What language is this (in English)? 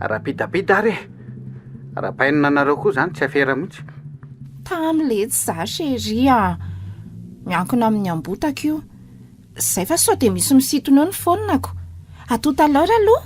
Malagasy